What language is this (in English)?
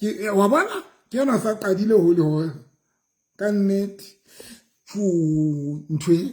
Southern Sotho